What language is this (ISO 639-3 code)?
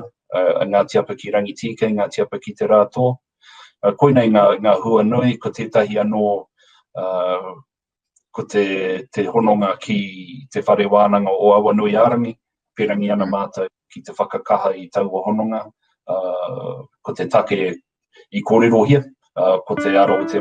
mri